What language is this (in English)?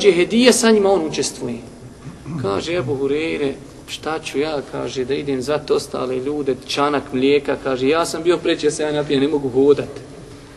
Bosnian